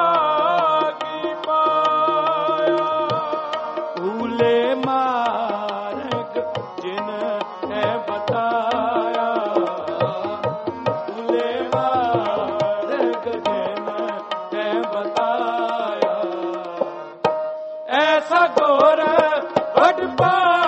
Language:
Hindi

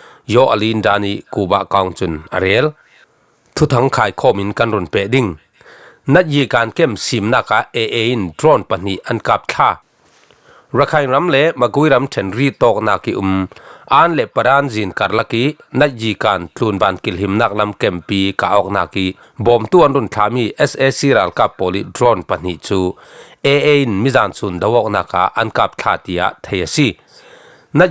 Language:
Falam Chin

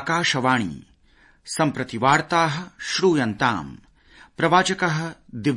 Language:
Sanskrit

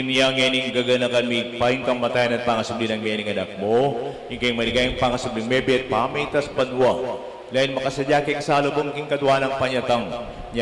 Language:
Pampanga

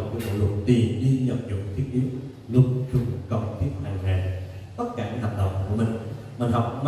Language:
Vietnamese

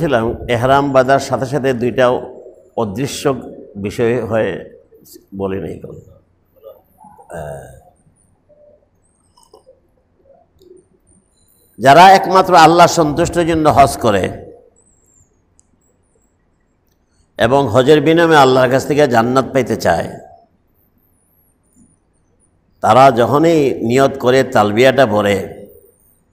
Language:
Bangla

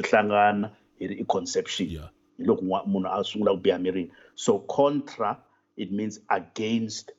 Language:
Tsonga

